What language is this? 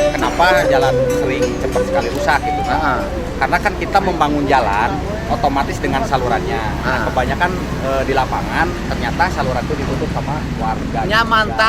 Sundanese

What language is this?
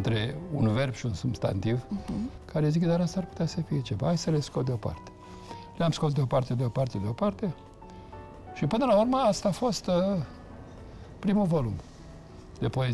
Romanian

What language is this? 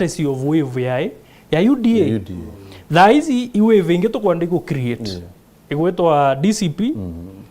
Meru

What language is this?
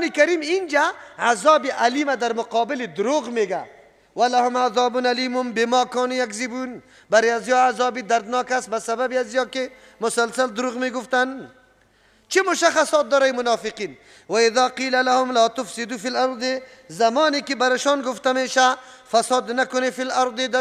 Persian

